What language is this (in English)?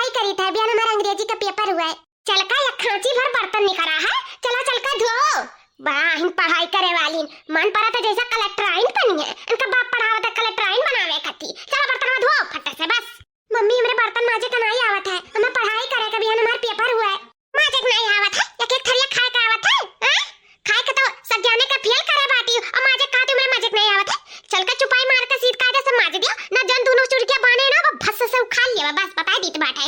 Awadhi